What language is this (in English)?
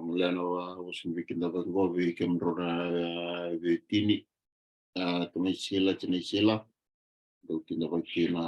Fijian